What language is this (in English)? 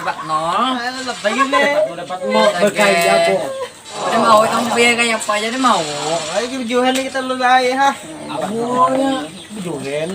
Banjar